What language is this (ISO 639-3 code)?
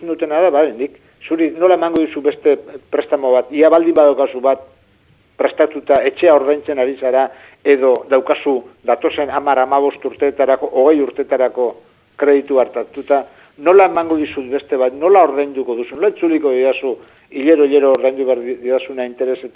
eus